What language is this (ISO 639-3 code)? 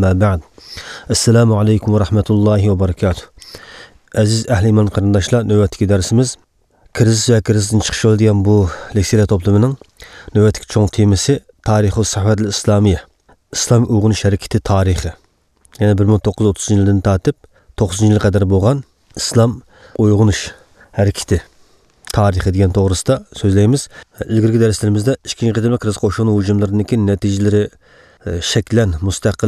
uig